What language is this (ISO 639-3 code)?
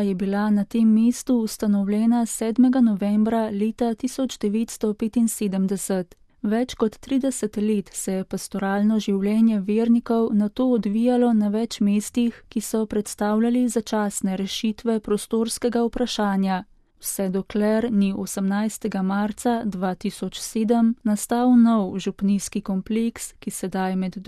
slv